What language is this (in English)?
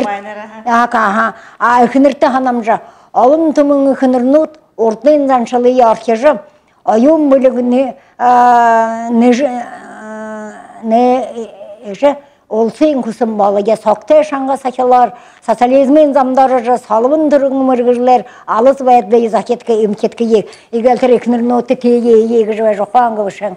Buriat